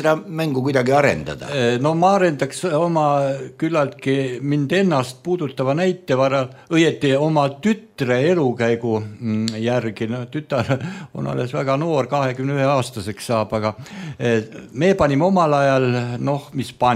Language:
Estonian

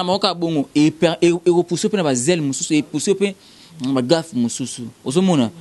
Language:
Lingala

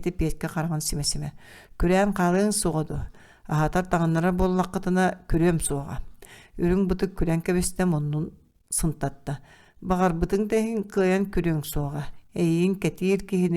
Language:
Yakut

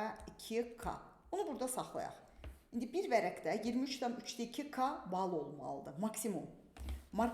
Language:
Azerbaijani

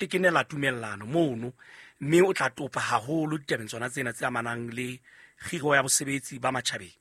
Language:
Southern Sotho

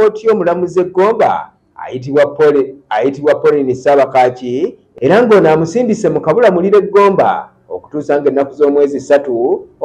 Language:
Ganda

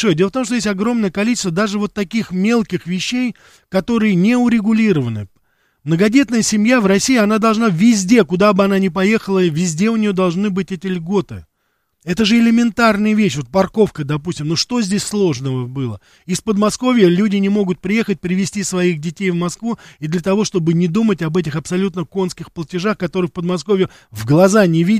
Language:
Russian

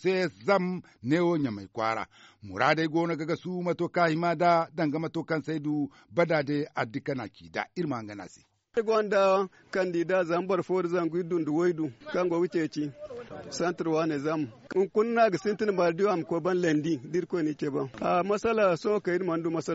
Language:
Zarma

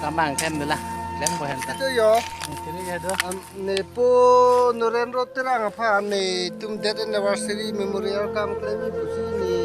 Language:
Karbi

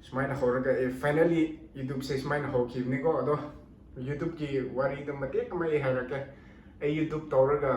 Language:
Manipuri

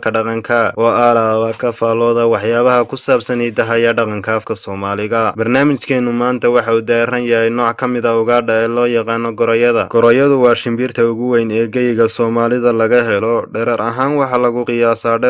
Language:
Somali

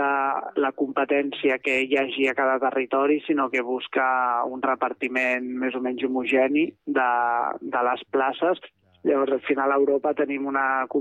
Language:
Catalan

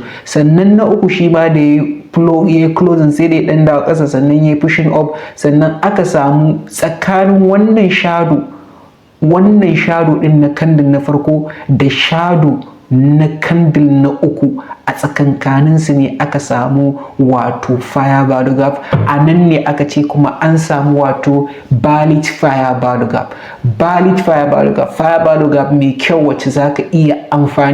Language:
Hausa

